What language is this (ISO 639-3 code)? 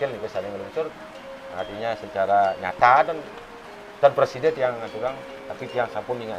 ban